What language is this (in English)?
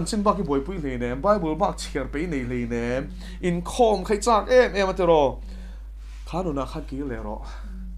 Mizo